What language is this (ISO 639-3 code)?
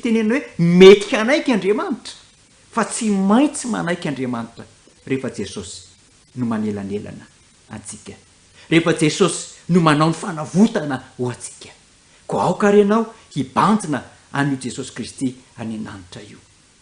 mlg